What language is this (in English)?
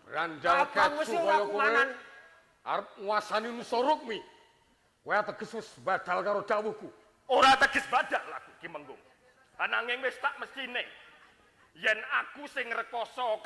Javanese